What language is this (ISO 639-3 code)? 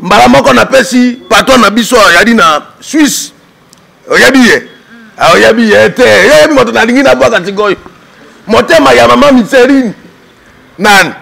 lin